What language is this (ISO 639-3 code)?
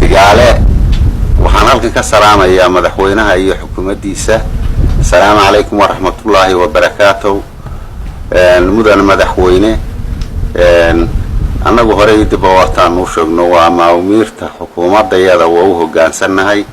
som